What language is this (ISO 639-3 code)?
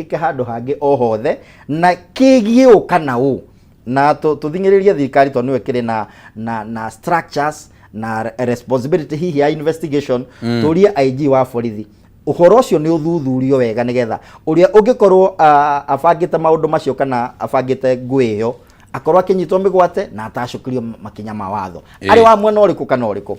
kik